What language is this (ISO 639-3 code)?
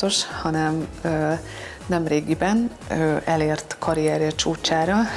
hun